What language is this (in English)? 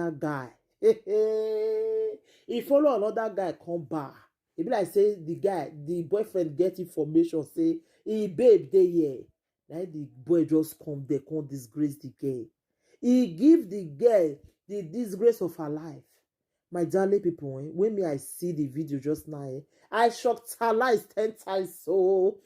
Nigerian Pidgin